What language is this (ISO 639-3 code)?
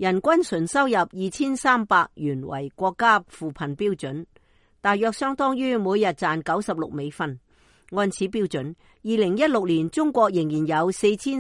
yue